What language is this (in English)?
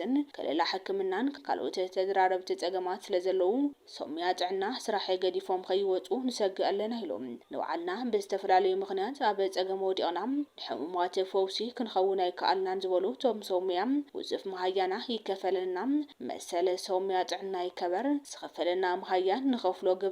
Tigrinya